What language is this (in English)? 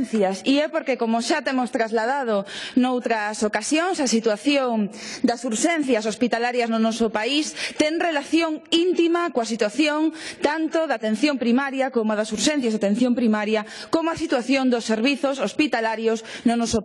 Galician